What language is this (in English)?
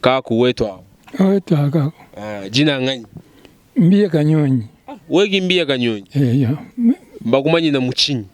Luba-Lulua